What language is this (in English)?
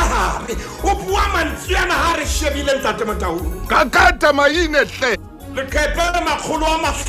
Southern Sotho